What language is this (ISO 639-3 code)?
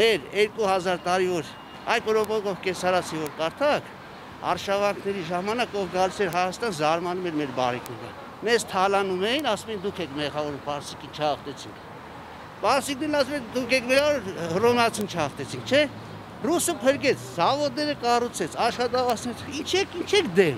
hye